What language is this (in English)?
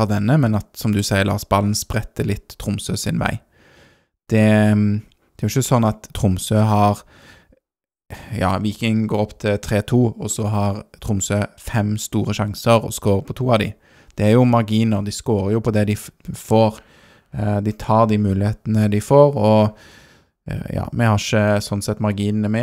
Norwegian